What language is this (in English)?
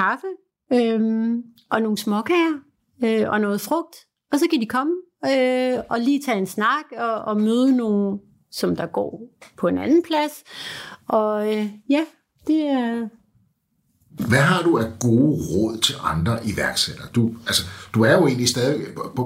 Danish